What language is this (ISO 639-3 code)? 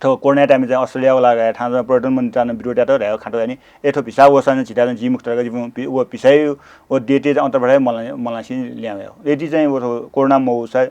new